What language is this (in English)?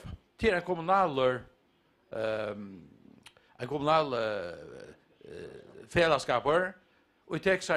Faroese